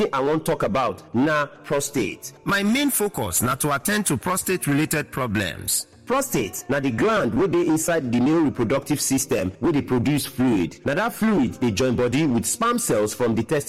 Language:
Nigerian Pidgin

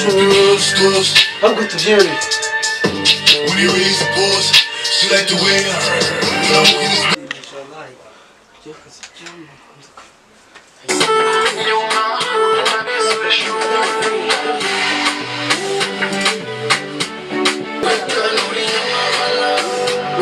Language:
Kinyarwanda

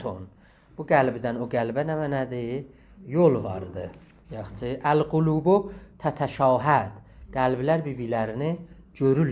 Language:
South Azerbaijani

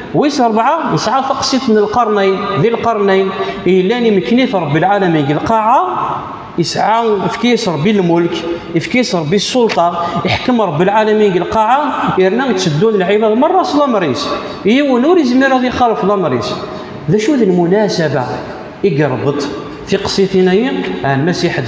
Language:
Kabyle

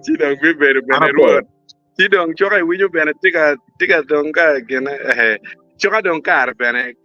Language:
Acoli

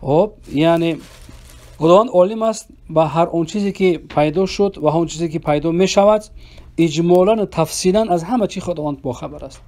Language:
Persian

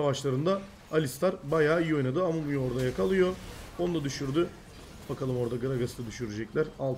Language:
Turkish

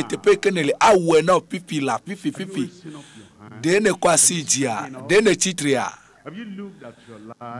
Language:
Ewe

